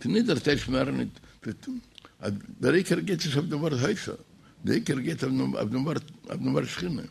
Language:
Yiddish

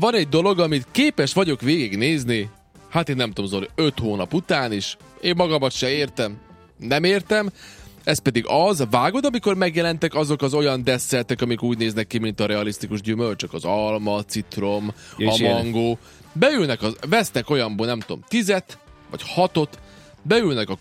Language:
Hungarian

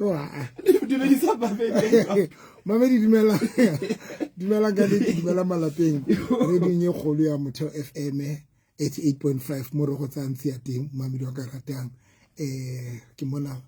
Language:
Southern Sotho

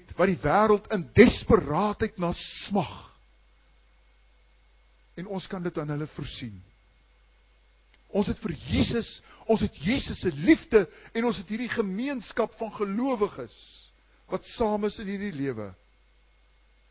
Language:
Afrikaans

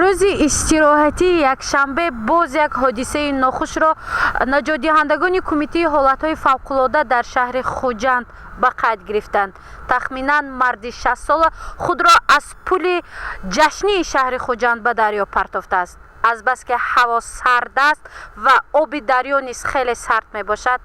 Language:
Tajik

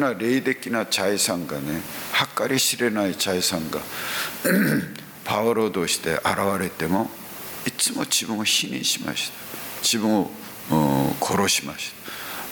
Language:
Japanese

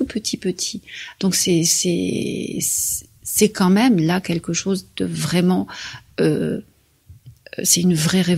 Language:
French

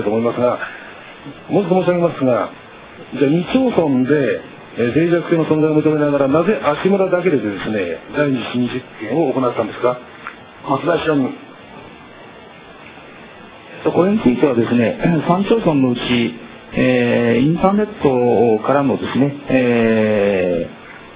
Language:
Japanese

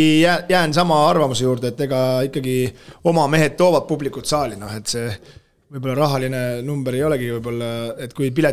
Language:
Estonian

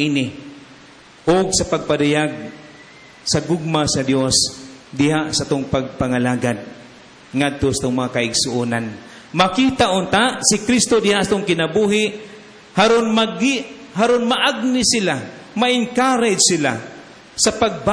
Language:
Cebuano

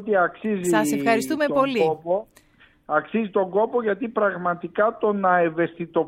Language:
Greek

